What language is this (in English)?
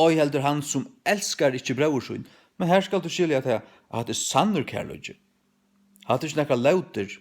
Faroese